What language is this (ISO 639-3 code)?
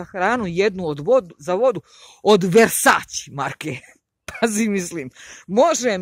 hrv